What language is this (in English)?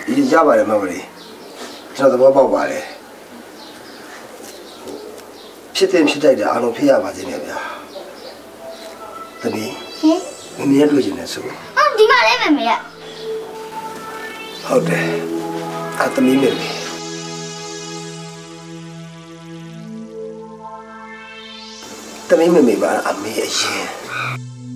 Burmese